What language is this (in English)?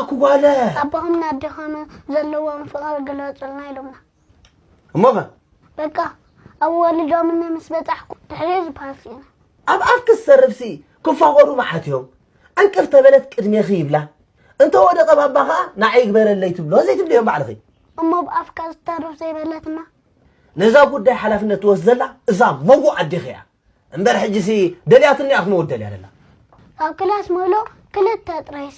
Tigrinya